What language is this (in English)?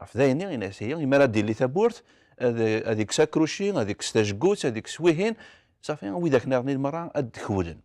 Kabyle